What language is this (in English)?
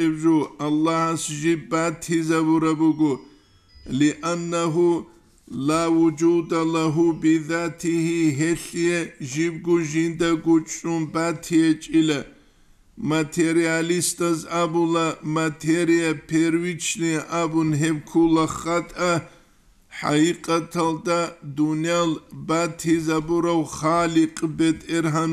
Avaric